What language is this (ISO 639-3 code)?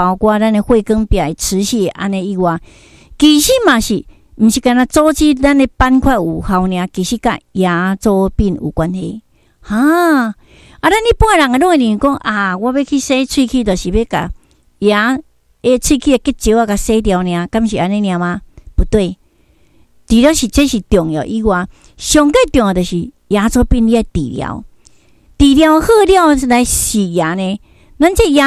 nan